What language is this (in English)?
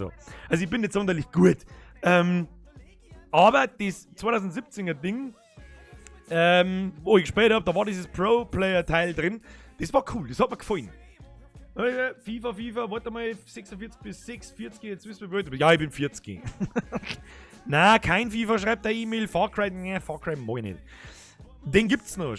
Bavarian